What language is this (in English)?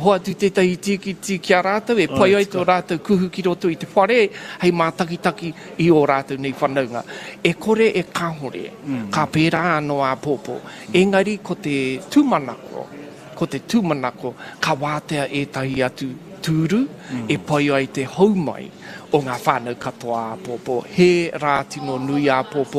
Māori